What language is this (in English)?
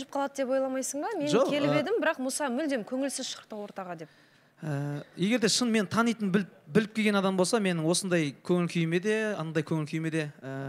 Kazakh